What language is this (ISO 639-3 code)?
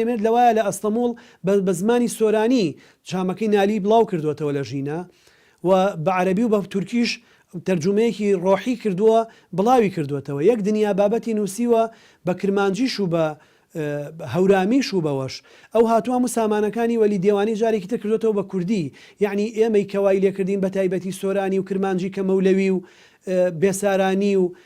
ckb